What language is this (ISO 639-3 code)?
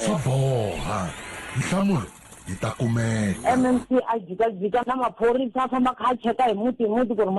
tso